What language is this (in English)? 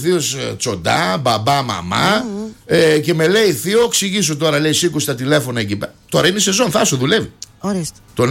Greek